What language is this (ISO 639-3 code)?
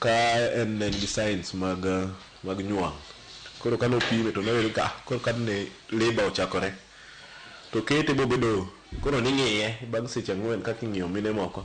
luo